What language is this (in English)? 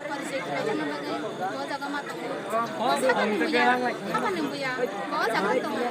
Kok Borok